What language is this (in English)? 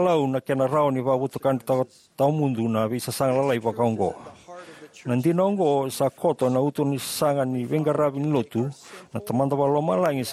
Fijian